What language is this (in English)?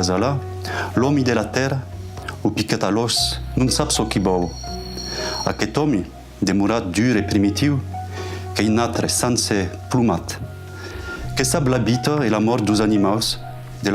Occitan